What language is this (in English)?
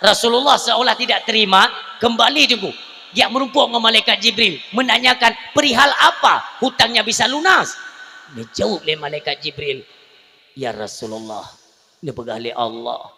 Achinese